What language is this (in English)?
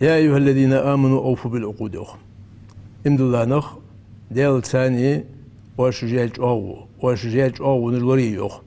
Ingush